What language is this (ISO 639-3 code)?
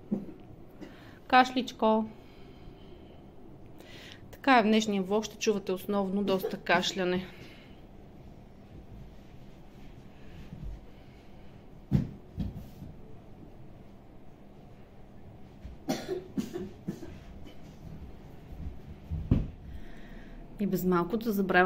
bul